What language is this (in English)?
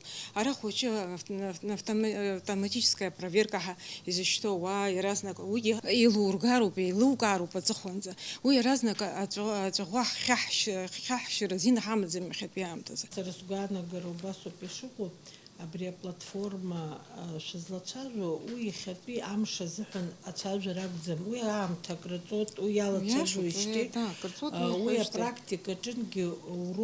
Abkhazian